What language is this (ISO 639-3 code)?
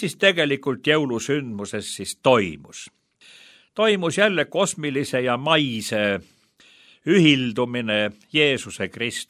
est